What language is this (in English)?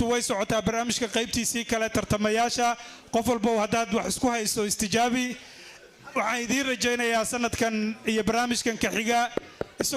Somali